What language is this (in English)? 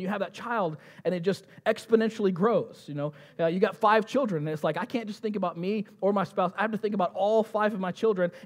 English